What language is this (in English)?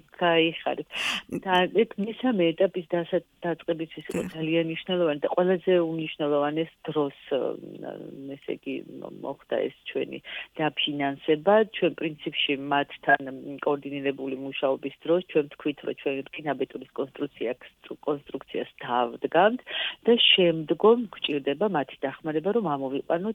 Georgian